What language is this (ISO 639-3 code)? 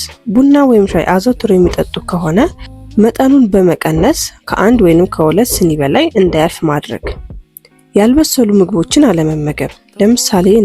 amh